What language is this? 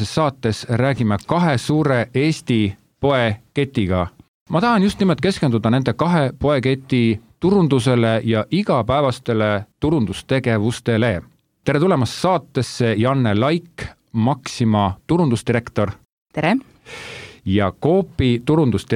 Estonian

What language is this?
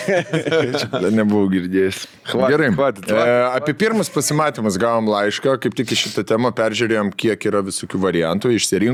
Lithuanian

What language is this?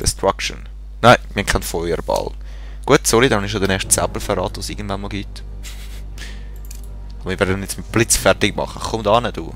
Swiss German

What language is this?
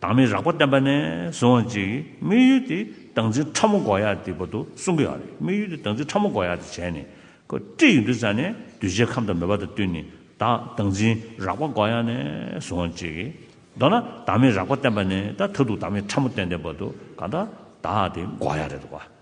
Tibetan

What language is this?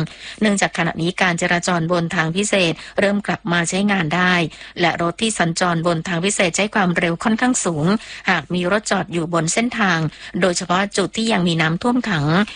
Thai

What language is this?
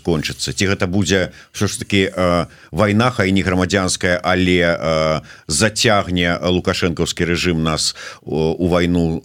Belarusian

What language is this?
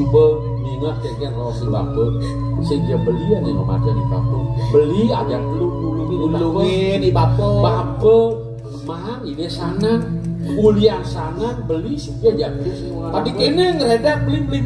Balinese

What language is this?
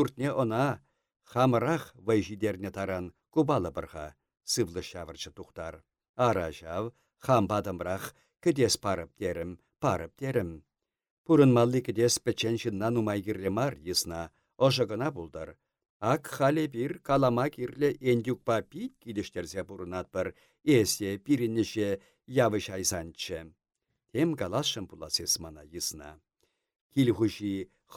Chuvash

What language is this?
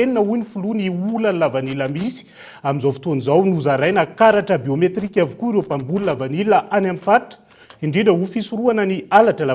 Malagasy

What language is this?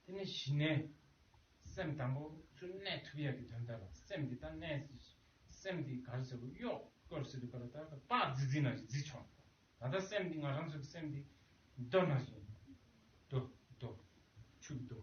Tibetan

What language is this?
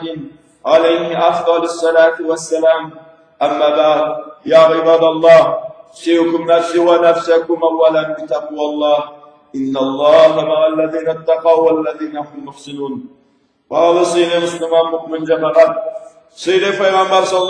Karachay-Balkar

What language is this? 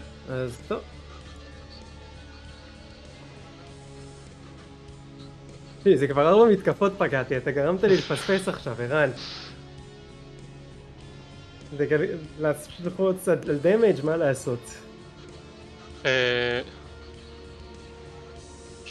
Hebrew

